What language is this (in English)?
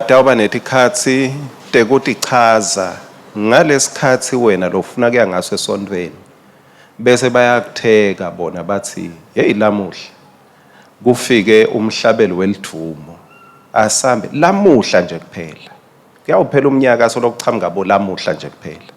Swati